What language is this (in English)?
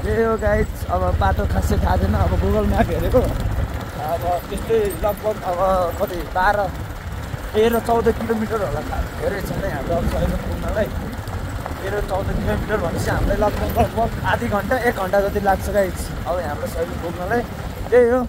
Nepali